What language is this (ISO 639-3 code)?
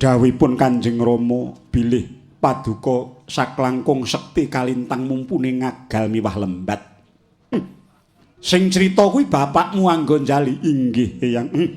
jav